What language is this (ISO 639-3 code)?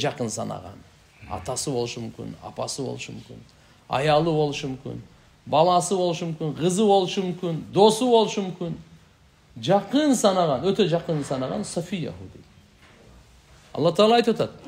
kir